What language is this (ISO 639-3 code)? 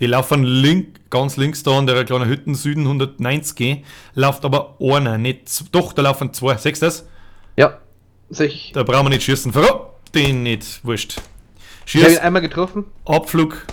bar